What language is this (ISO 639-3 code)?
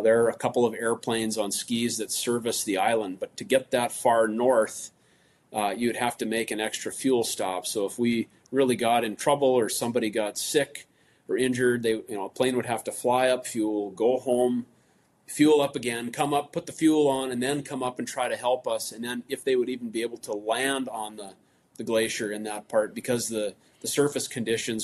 eng